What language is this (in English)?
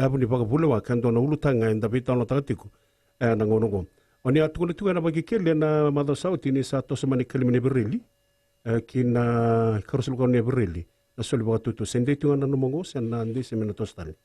Fijian